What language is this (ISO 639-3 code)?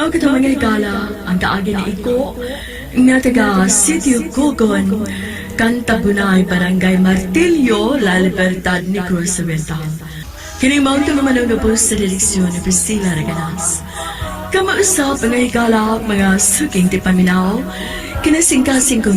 ceb